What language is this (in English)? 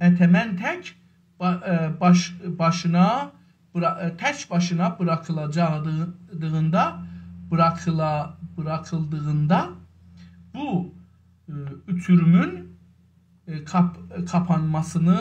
South Azerbaijani